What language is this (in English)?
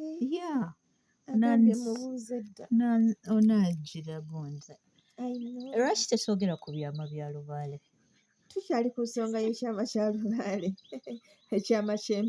Ganda